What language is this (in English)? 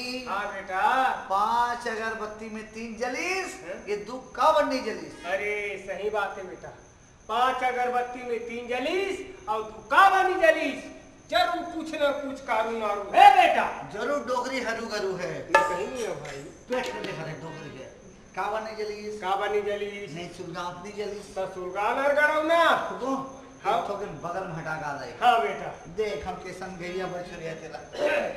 Chhattisgarhi